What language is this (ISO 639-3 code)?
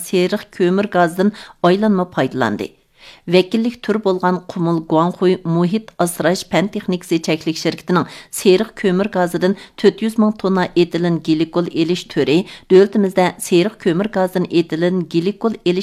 uig